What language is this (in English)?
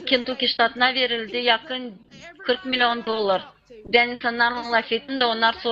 Gagauz